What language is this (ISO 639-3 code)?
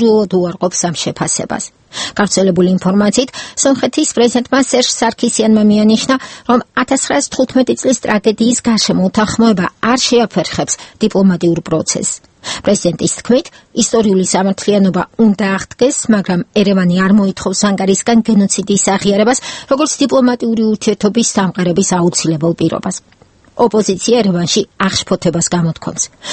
kat